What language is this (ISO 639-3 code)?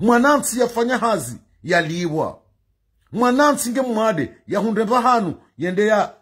zdj